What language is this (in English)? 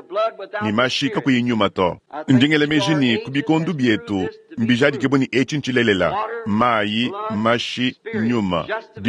Luba-Lulua